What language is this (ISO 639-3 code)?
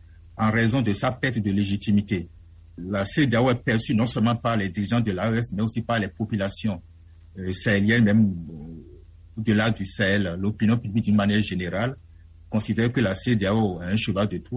fra